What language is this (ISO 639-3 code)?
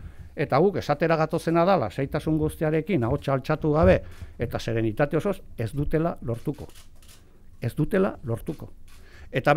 eus